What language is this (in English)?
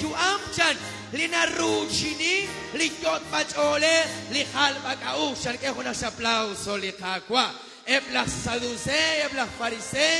Kekchí